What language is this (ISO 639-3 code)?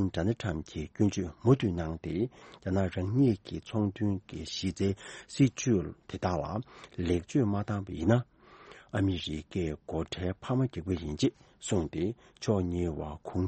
bod